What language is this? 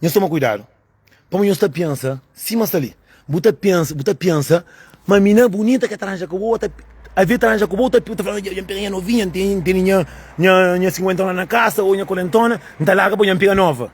Kabuverdianu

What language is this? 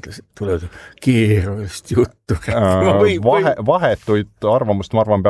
Estonian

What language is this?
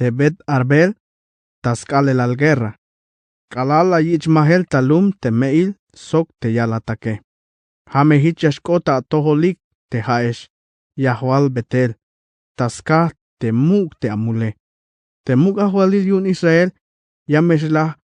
Tzeltal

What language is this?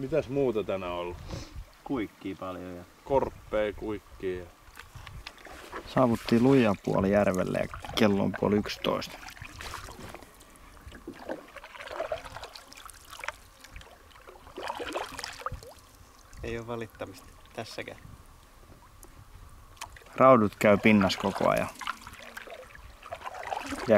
Finnish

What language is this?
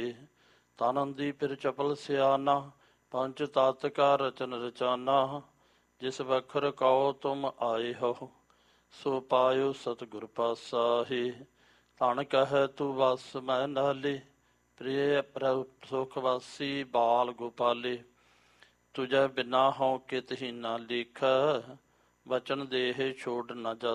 Punjabi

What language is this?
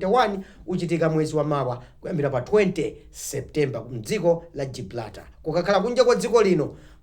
Nyanja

